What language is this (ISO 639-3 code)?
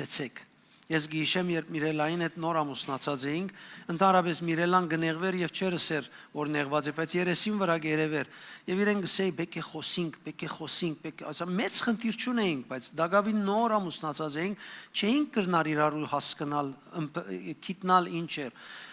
hyw